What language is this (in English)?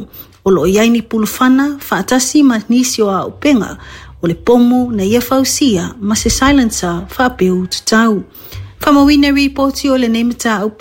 Samoan